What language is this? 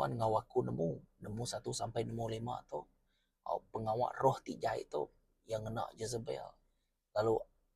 Iban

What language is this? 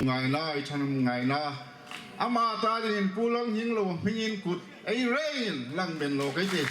Hmar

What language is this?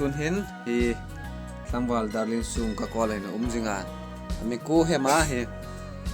Hmar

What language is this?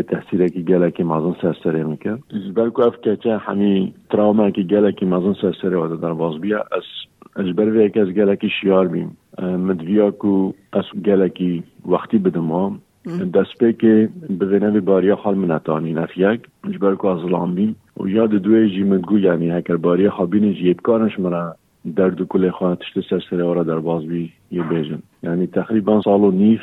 Kurdish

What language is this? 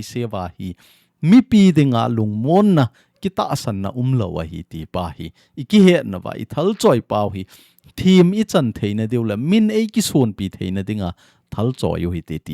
Thado Chin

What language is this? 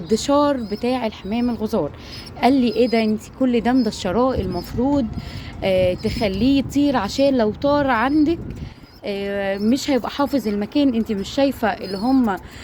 Egyptian Arabic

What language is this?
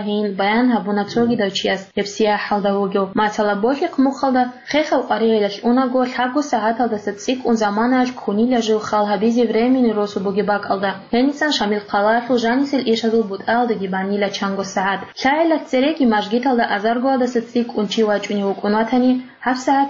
Avaric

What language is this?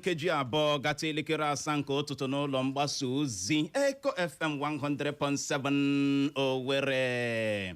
Igbo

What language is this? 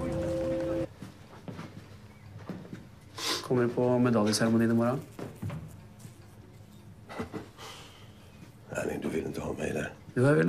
Norwegian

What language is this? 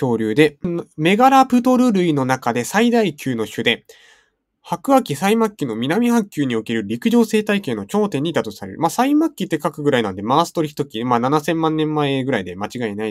Japanese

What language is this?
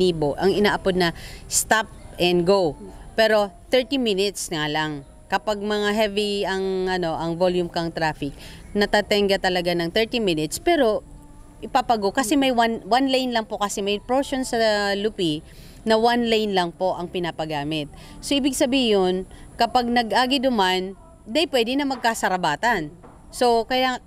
Bikol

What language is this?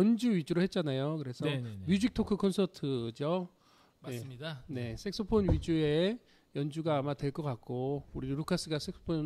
Korean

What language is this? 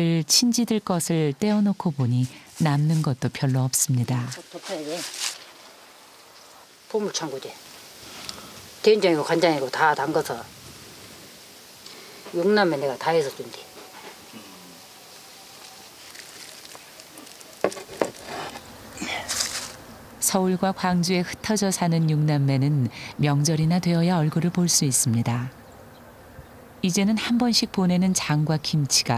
Korean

